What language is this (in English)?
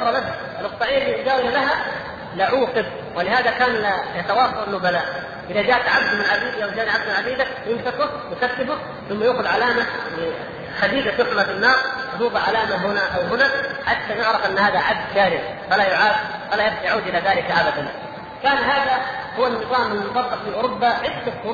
Arabic